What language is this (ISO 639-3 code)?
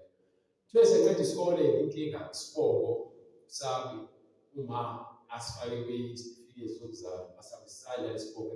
zul